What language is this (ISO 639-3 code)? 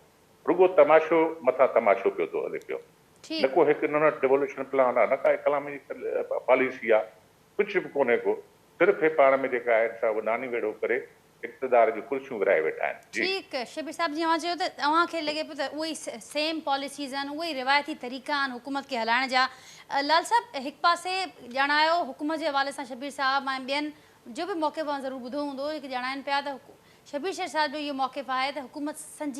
snd